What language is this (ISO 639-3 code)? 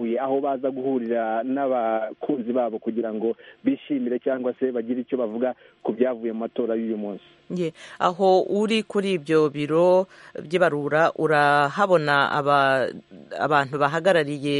kin